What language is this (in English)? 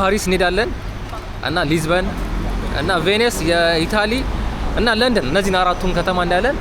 Amharic